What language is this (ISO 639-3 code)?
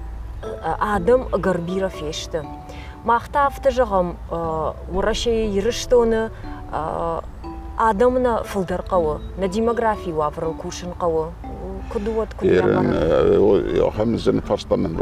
oss